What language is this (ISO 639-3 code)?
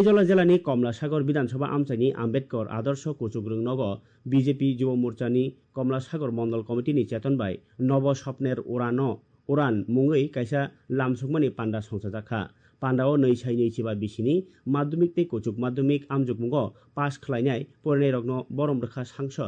trp